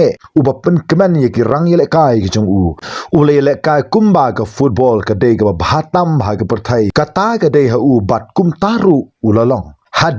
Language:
Khasi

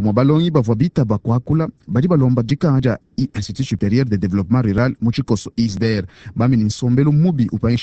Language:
Luba-Lulua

